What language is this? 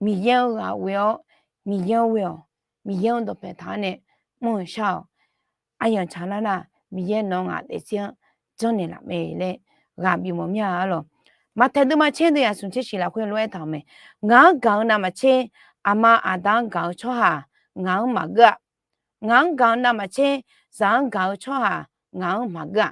Akha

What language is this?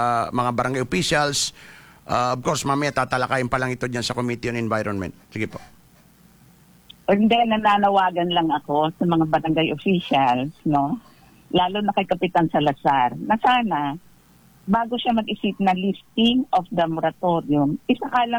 Filipino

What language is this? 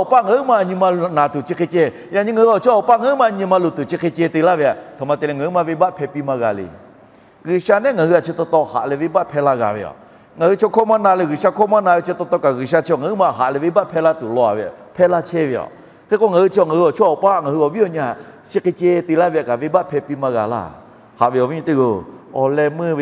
Lahu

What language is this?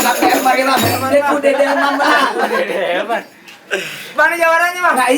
Betawi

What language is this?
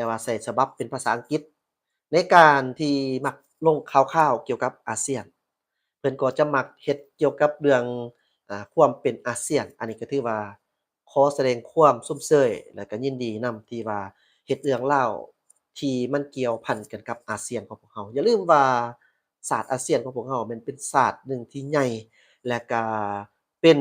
Lao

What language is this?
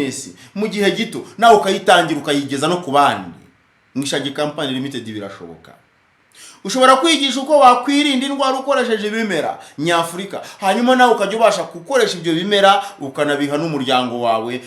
Kinyarwanda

